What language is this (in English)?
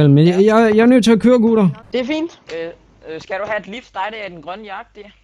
Danish